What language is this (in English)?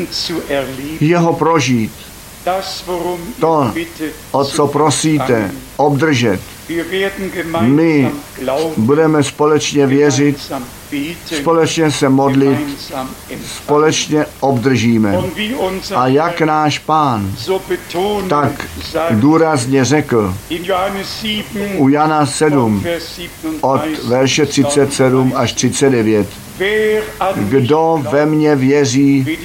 Czech